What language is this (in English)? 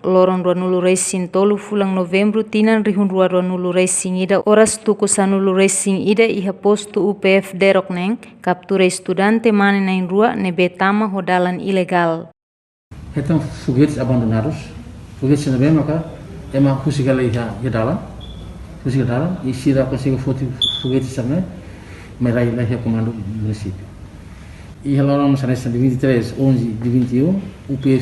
Tetum